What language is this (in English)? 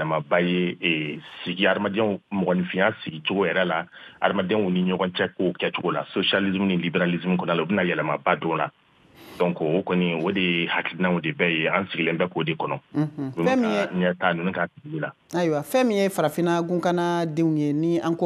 Bambara